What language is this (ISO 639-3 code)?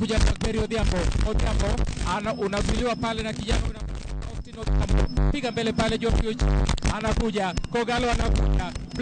luo